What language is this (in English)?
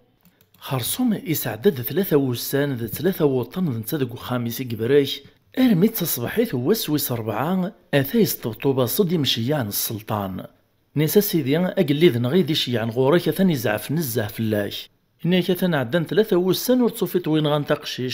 Kabyle